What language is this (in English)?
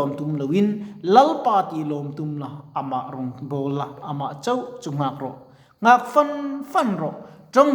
Mizo